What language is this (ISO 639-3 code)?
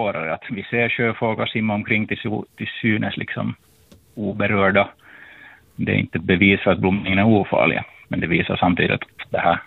swe